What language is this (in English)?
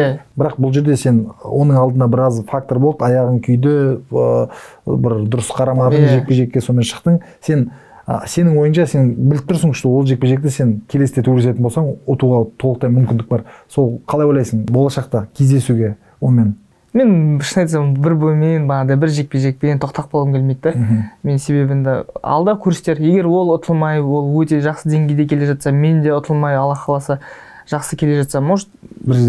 Kazakh